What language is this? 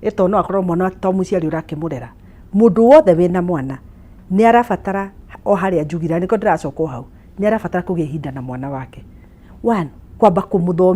Kikuyu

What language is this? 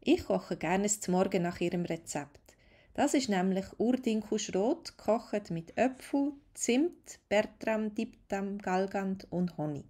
Swiss German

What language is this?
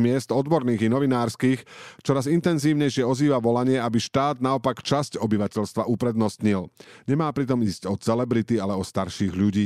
Slovak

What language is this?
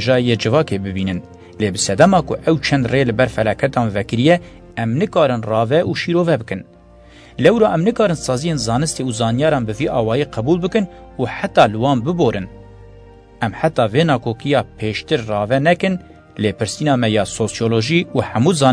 Kurdish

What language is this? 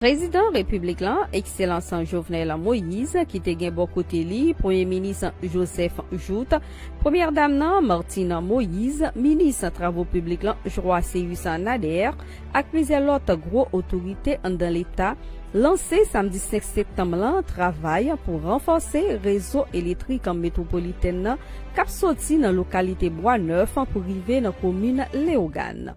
Haitian Creole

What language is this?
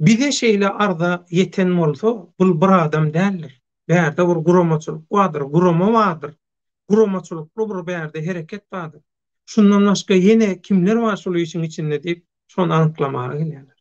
Turkmen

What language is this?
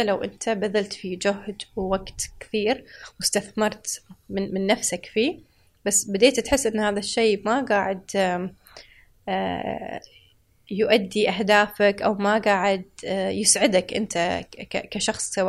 Gulf Arabic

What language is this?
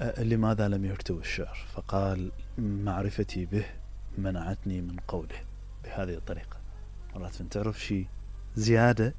Mesopotamian Arabic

